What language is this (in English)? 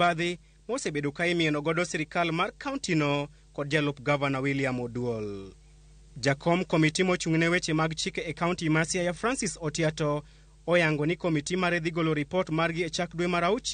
Luo (Kenya and Tanzania)